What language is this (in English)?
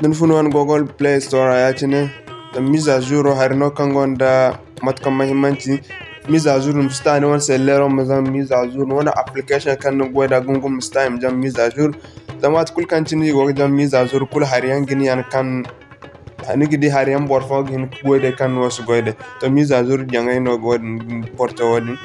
Zarma